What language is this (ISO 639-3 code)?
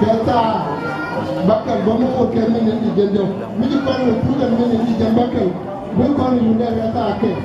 nus